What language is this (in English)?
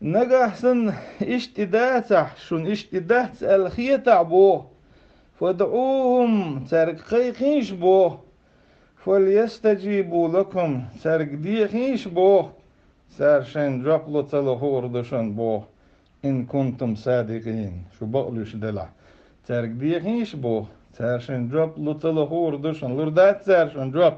Chechen